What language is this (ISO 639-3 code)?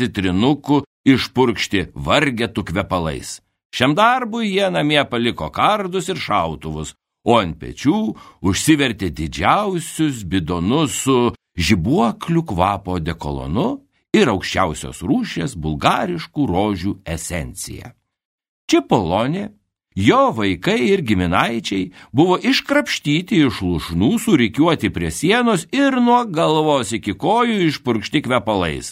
lit